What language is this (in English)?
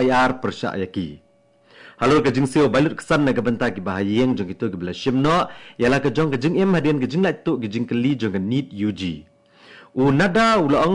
Khasi